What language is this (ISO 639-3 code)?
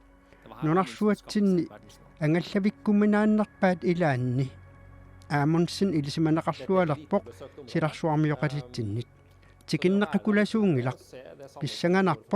kal